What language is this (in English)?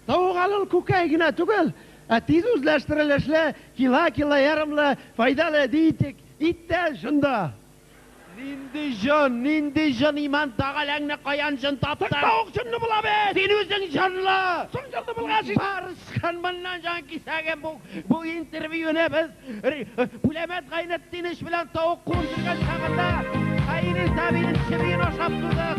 Tatar